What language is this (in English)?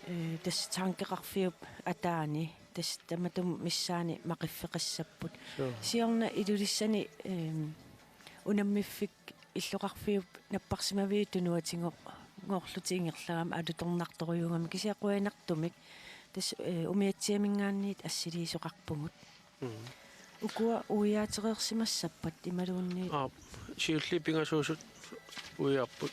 Kalaallisut